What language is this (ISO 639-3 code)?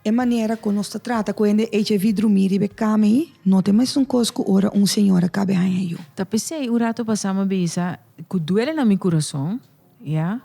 pap